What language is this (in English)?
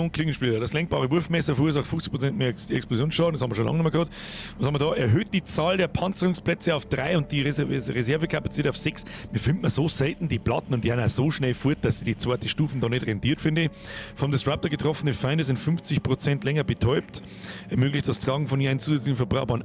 Bavarian